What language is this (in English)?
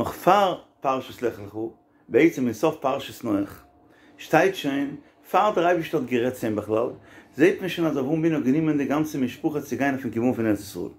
Yiddish